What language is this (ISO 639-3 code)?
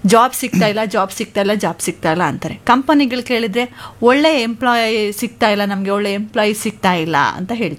kan